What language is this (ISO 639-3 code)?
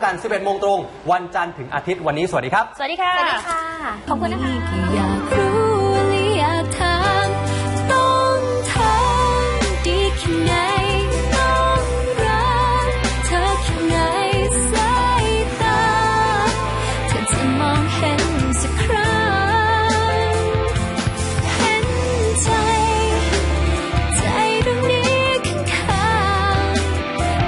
tha